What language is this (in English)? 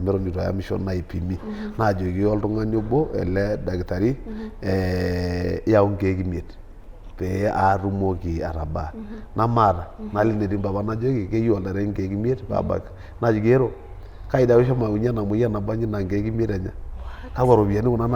Masai